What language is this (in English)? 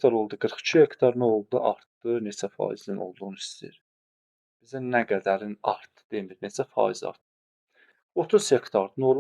Azerbaijani